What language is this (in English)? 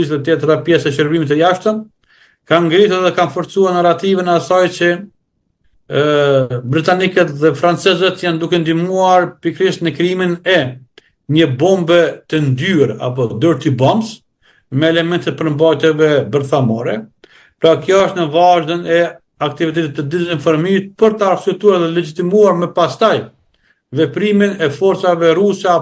Albanian